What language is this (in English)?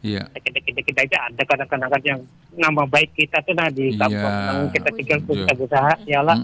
Banjar